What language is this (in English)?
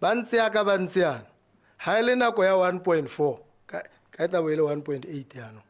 Tswana